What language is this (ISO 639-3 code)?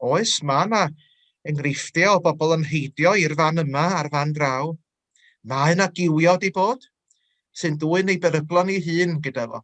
cym